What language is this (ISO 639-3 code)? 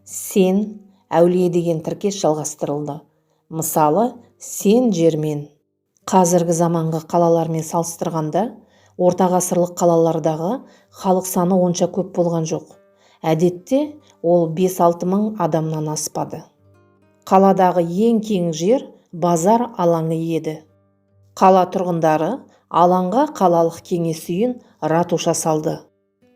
kaz